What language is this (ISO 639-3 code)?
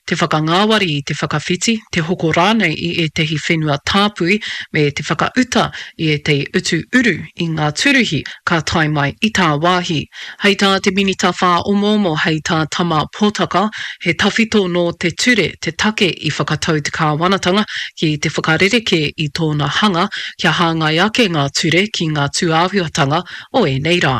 mri